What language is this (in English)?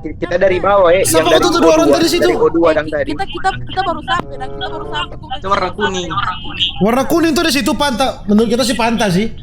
Manado Malay